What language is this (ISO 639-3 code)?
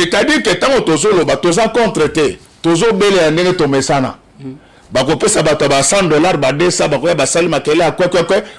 lin